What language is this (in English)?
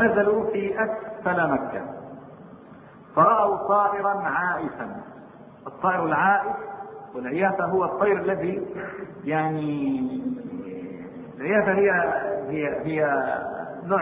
Arabic